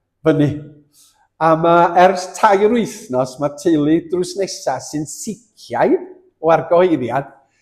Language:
Welsh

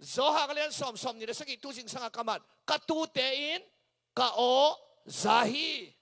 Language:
Tedim Chin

